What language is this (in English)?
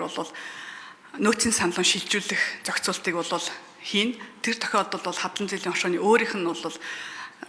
Mongolian